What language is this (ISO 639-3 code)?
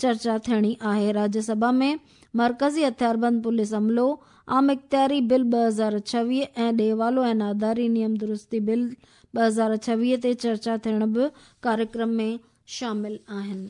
snd